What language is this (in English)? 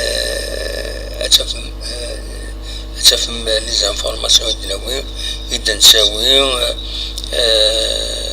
Kabyle